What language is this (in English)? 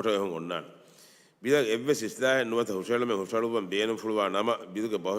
Divehi